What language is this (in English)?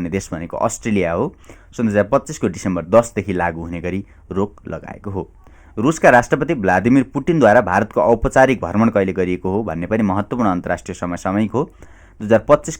Nepali